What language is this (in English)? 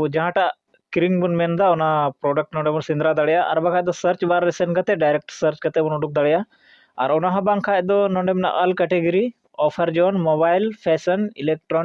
Santali